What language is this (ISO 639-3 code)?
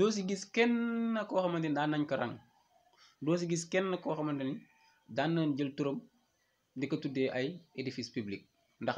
wol